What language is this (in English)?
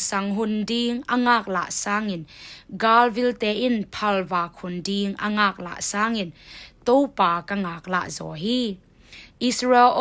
Tedim Chin